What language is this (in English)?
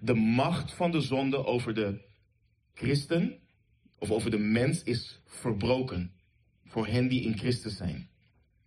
Dutch